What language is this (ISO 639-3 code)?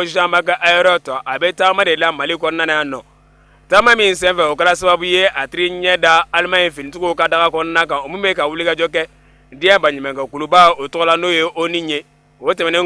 bam